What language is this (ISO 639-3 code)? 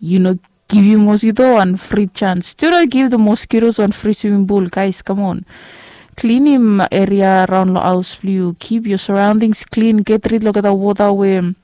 bis